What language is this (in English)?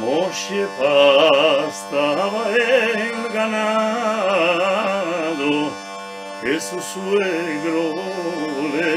Ladino